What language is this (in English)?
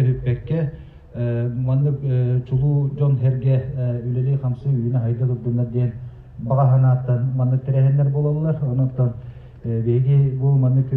Yakut